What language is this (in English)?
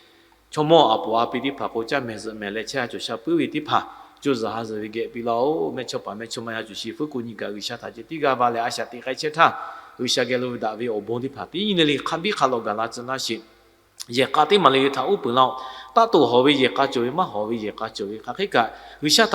Lahu